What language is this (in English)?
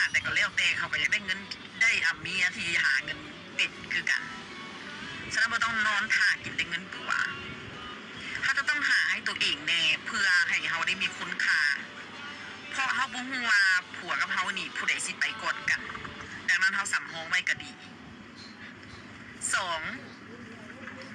Lao